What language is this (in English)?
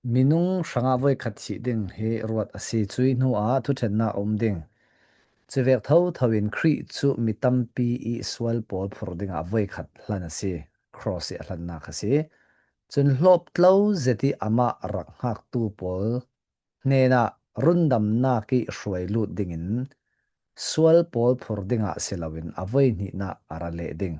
Falam Chin